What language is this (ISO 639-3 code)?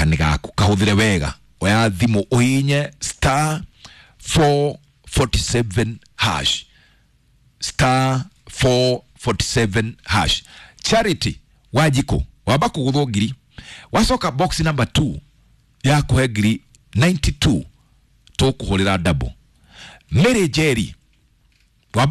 kik